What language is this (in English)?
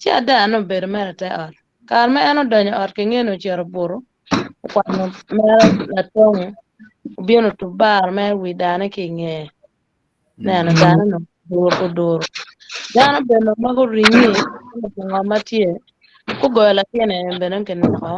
Acoli